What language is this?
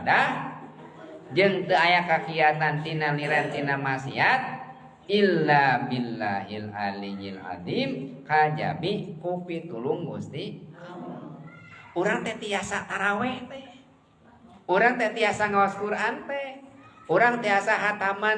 Sundanese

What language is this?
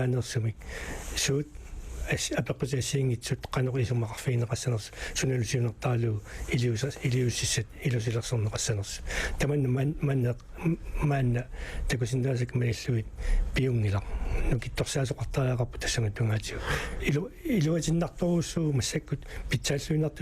Kalaallisut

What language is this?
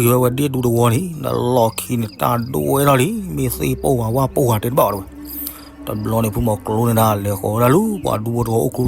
S'gaw Karen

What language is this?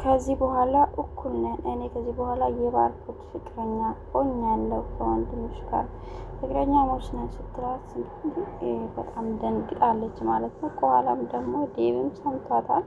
Amharic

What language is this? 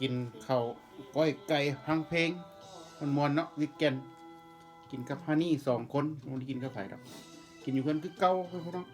Northeastern Thai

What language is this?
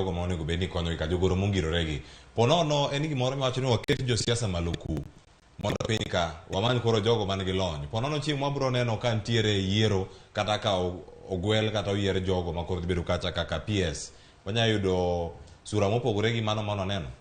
Luo (Kenya and Tanzania)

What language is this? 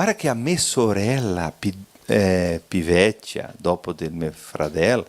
Venetian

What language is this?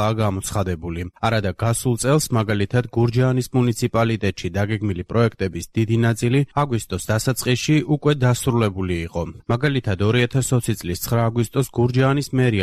Georgian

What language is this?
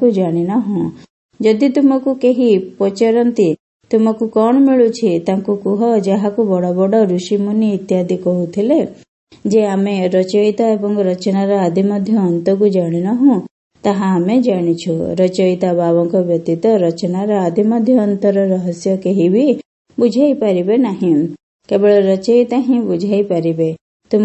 Odia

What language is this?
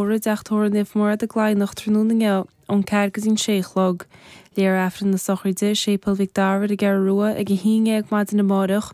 Irish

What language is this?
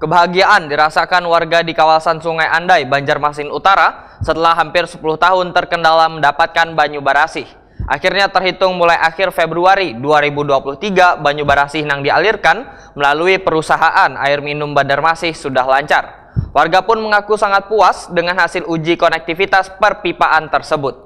Banjar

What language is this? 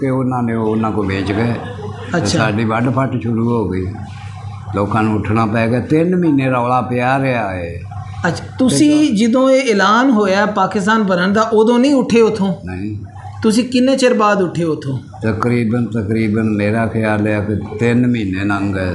Punjabi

